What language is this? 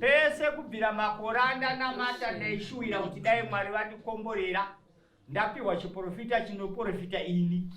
Shona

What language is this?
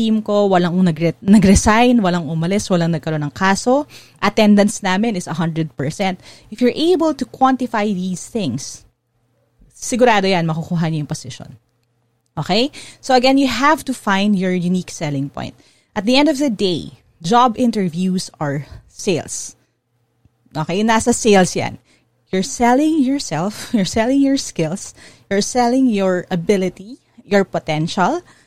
Filipino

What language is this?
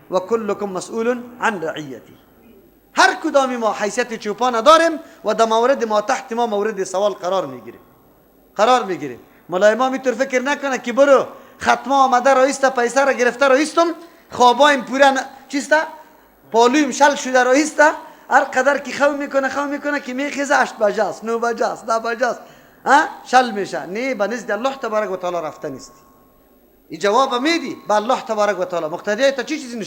Persian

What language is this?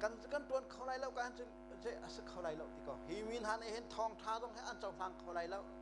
Hakha Chin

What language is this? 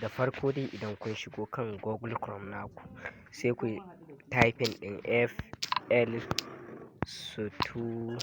Hausa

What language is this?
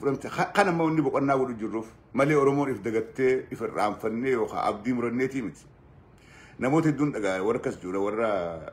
Oromo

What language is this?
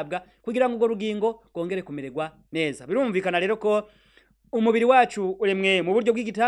Rundi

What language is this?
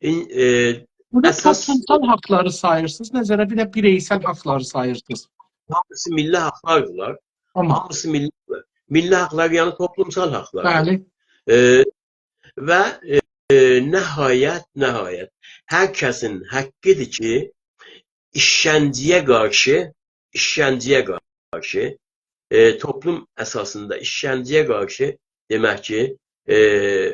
South Azerbaijani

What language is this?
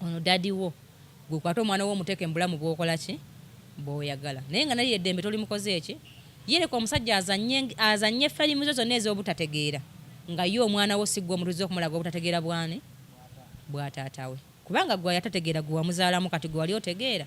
Ganda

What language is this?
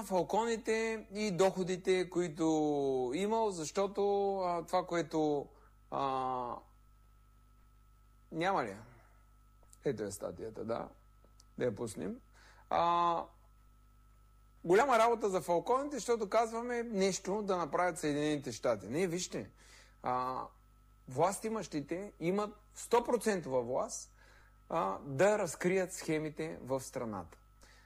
Bulgarian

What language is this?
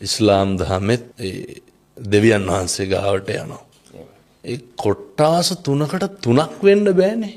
Sinhala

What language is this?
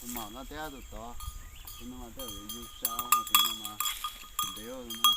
Hmong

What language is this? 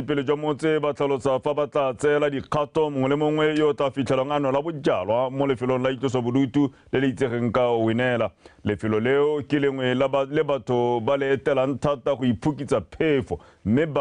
Tswana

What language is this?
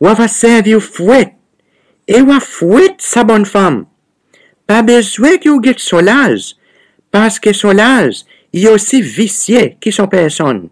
Seselwa Creole French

